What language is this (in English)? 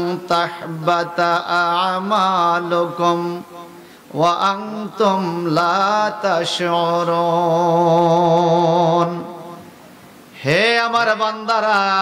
Bangla